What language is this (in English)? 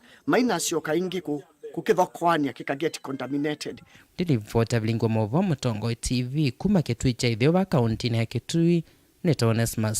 Kamba